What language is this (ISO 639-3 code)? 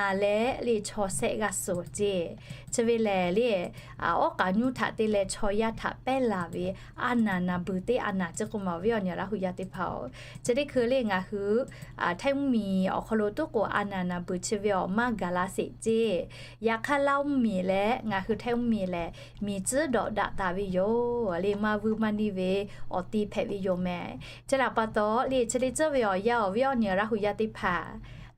lhu